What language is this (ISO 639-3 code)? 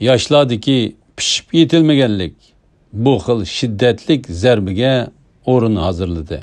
uig